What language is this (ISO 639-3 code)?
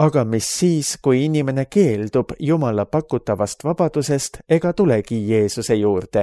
est